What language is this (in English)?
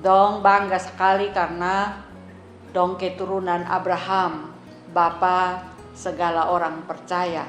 Kupang Malay